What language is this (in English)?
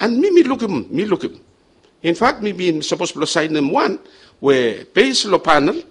Bislama